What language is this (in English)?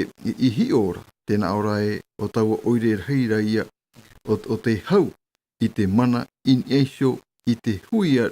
Tahitian